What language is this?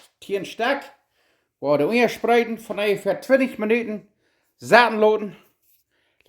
Plautdietsch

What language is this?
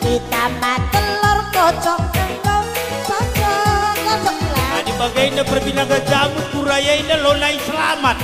Batak Karo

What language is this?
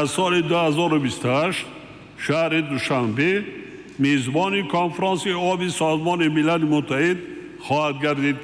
Tajik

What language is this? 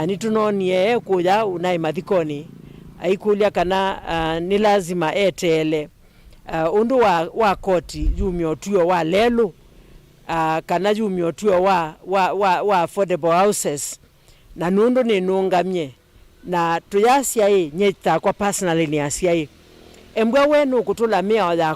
Kamba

